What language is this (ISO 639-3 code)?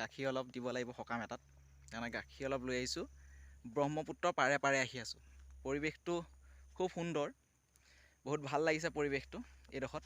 asm